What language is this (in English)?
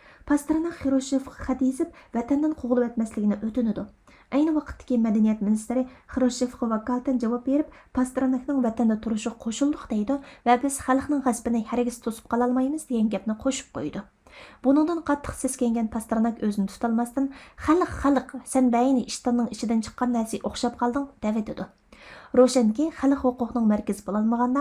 Uyghur